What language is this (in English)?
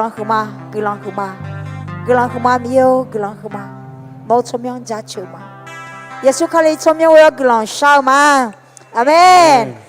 Akha